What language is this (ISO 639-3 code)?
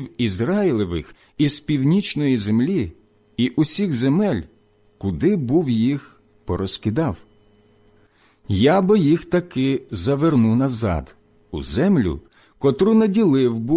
ukr